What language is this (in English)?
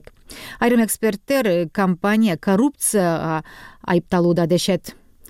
Kyrgyz